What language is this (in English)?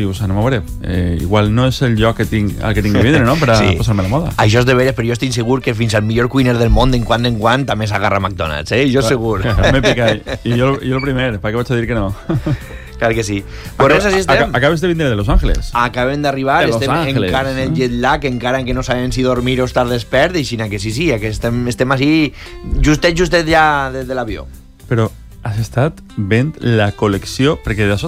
Catalan